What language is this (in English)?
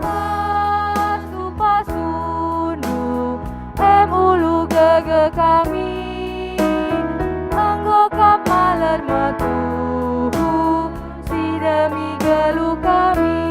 Batak Karo